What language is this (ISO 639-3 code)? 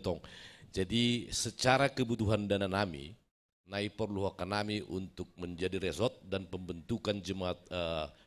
bts